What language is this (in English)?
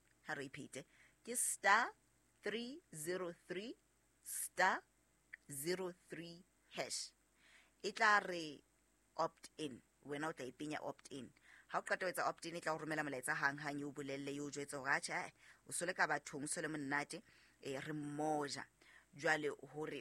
Southern Sotho